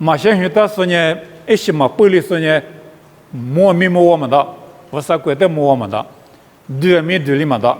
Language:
Lisu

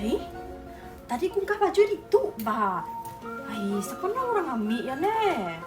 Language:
Iban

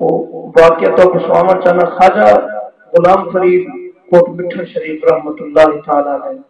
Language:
Saraiki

